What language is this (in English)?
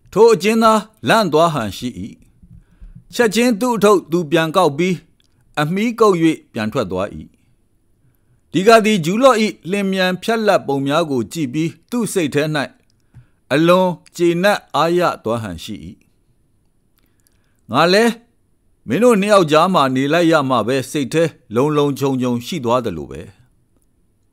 Burmese